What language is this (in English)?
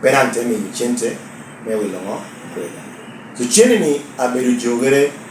Lango (Uganda)